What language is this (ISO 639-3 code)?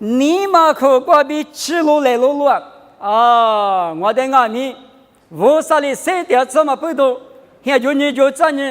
lis